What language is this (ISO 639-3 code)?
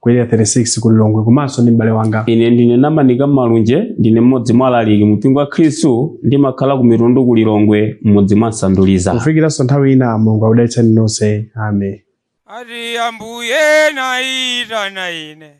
nya